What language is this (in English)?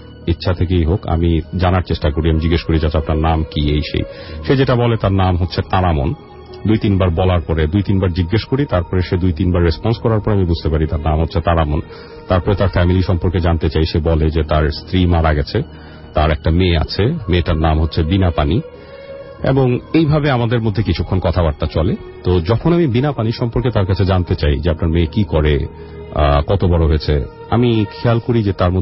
Bangla